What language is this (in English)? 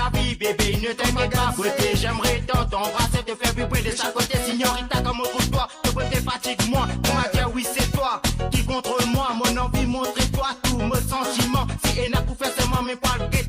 Morisyen